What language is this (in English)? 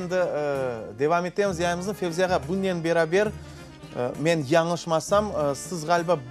Crimean Tatar